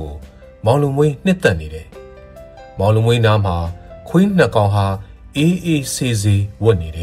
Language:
Burmese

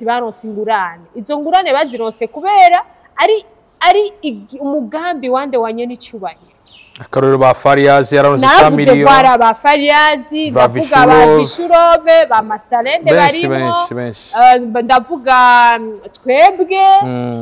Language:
Rundi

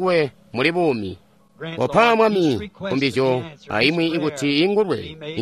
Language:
Tonga (Zambia)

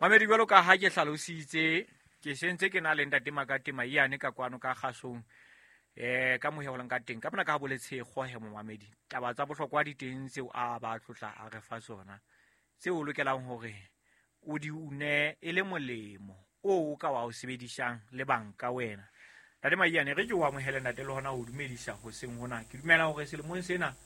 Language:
Southern Sotho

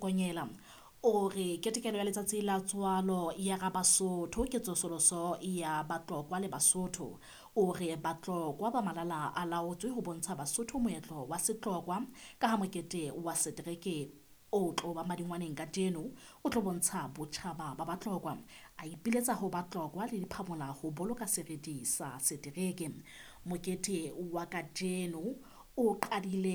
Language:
Southern Sotho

